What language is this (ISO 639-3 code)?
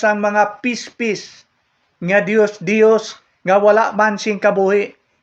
hil